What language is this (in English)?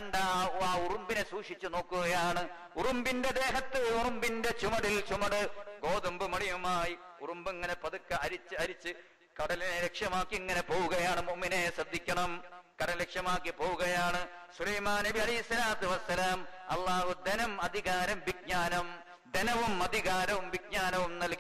Malayalam